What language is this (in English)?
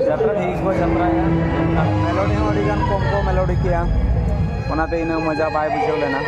Santali